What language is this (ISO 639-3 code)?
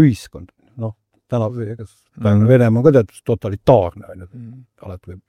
est